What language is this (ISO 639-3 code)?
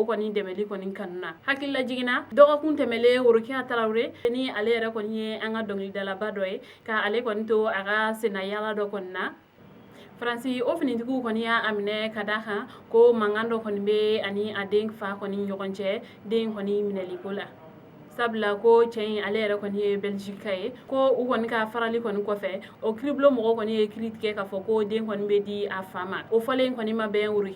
bam